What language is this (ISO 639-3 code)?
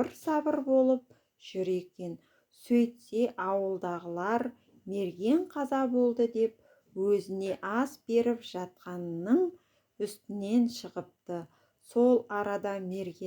kaz